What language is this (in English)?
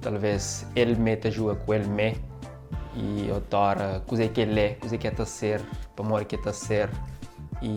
Kabuverdianu